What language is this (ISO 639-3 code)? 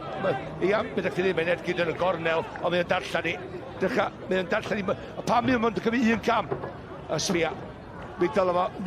cym